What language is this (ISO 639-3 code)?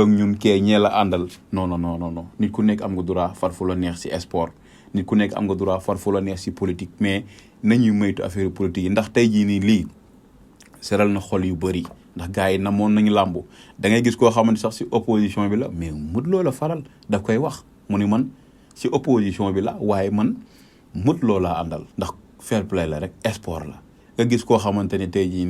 wol